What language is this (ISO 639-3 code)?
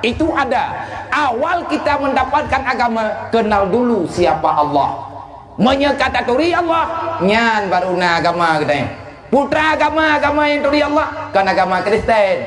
ace